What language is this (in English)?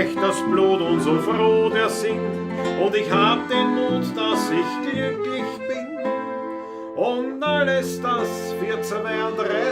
Bavarian